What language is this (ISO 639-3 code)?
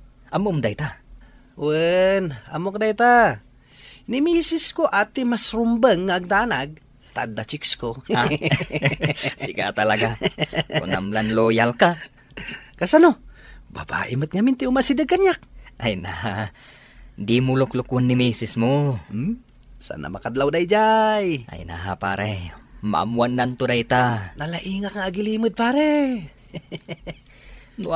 ilo